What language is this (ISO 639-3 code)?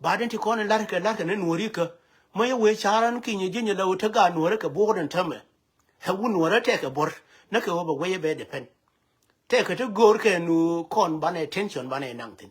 nus